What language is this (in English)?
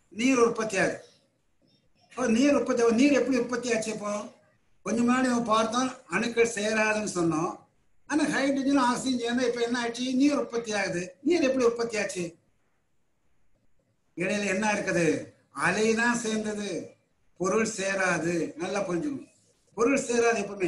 Tamil